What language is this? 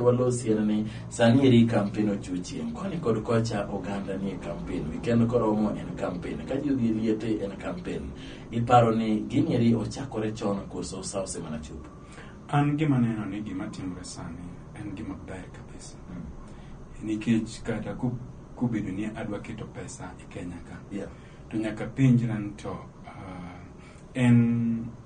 Luo (Kenya and Tanzania)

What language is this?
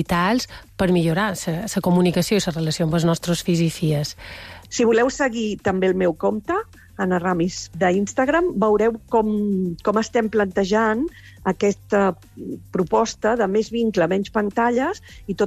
Catalan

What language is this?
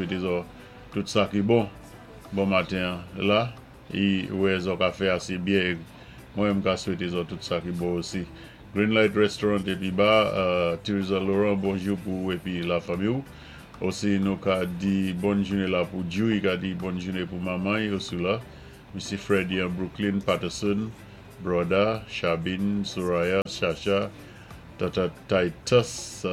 Saint Lucian Creole French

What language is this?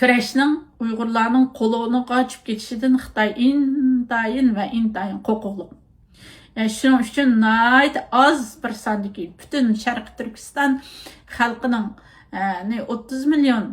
Uyghur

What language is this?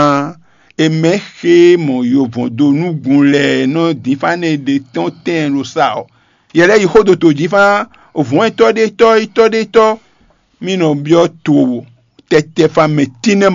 Fon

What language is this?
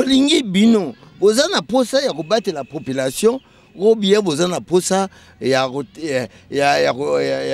Lingala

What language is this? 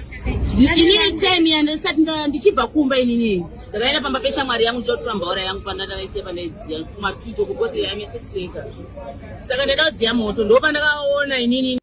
Shona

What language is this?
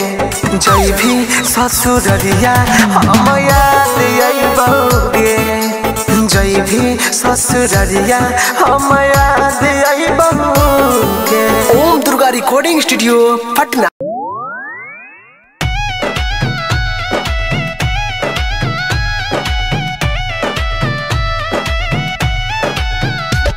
Bhojpuri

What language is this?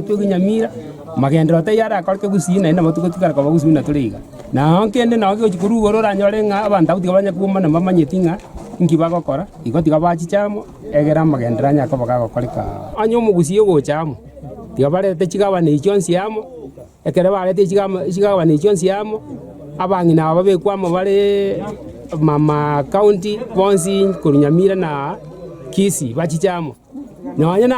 Gusii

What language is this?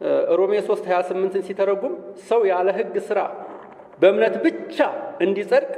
Amharic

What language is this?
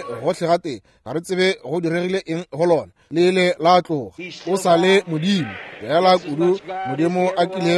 Northern Sotho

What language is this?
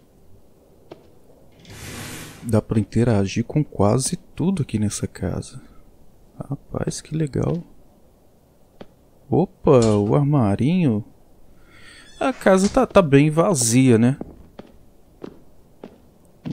Portuguese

